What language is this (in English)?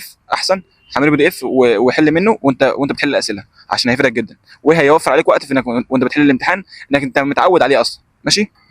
Egyptian Arabic